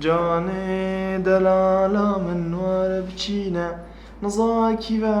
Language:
Kurdish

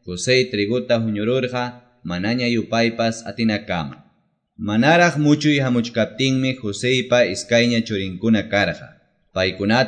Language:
Quechua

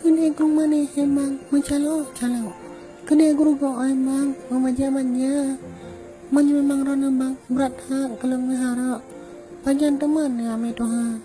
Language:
Achinese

